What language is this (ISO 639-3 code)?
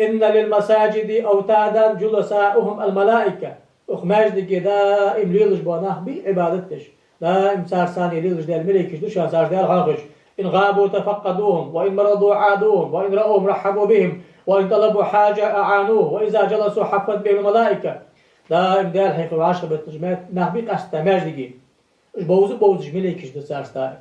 inh